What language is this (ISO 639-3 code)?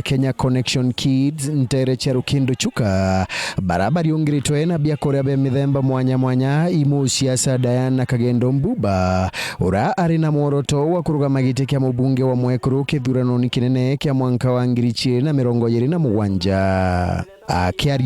mer